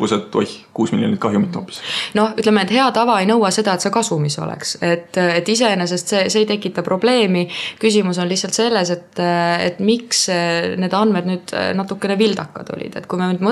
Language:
Estonian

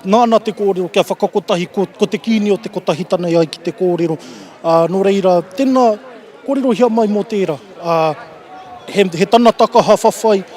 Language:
Māori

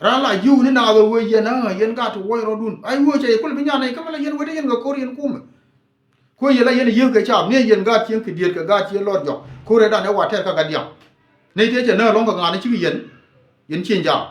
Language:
Nuer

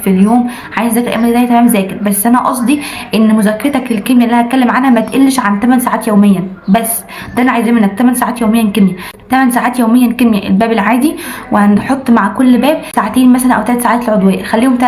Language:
Egyptian Arabic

